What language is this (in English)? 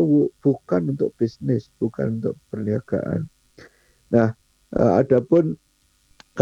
Indonesian